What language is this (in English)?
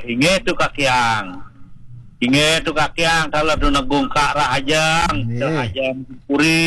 Balinese